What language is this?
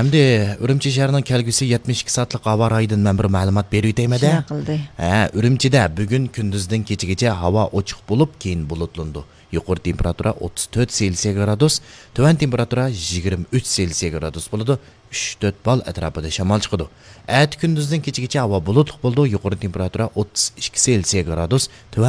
Uyghur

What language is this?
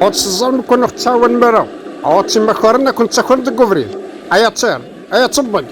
Kabyle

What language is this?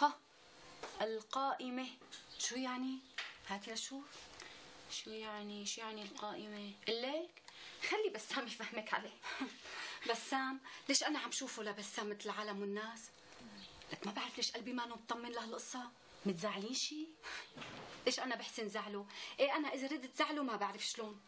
North Levantine Arabic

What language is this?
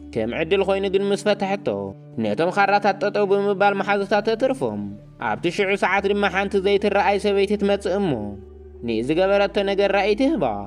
Tigrinya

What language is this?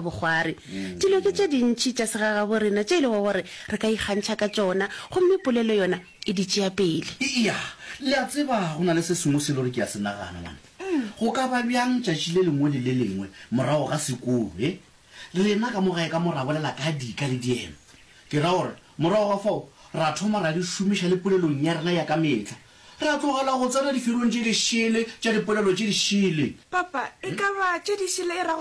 Northern Sotho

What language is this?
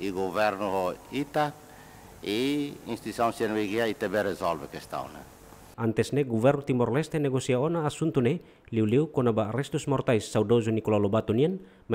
Tetum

